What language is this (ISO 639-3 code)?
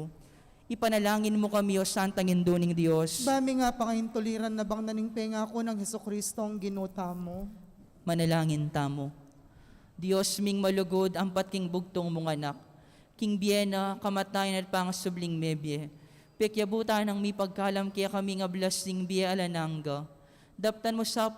pam